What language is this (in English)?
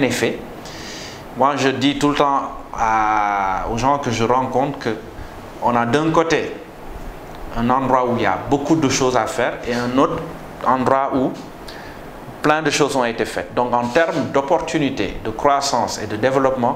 French